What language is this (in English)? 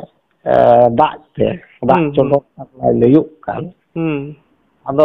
Santali